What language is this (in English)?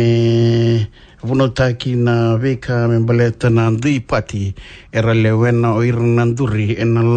Fijian